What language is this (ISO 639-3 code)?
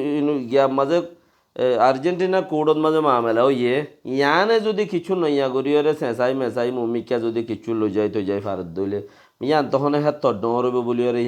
rhg